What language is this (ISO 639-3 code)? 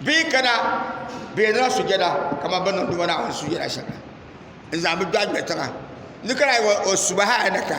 dag